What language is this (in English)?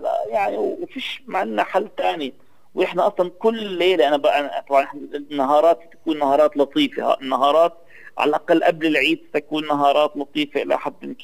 North Levantine Arabic